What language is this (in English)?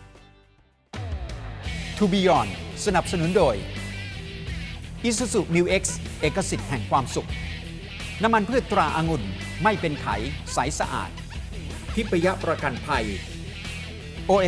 Thai